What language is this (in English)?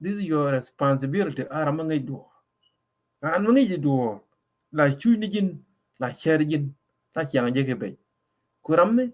Nuer